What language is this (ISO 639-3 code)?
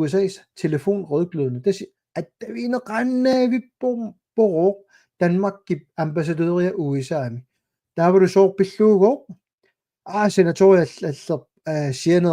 kal